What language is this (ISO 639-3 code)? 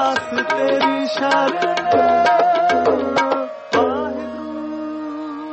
pan